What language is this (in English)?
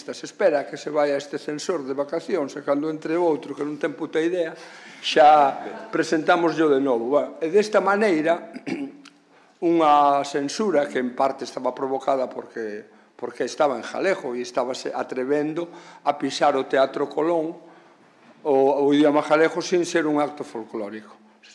Galician